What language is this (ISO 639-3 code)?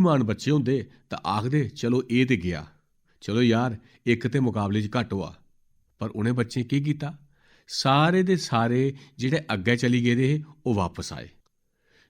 doi